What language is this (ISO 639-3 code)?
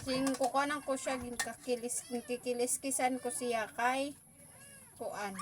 war